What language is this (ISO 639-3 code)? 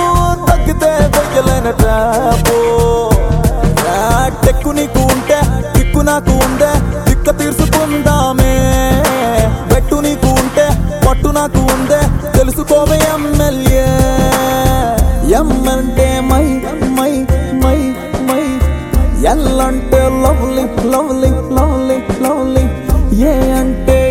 tel